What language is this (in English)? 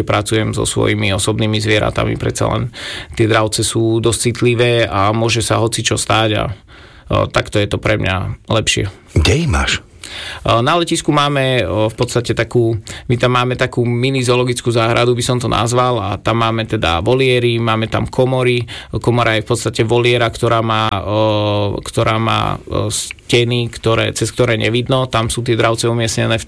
Slovak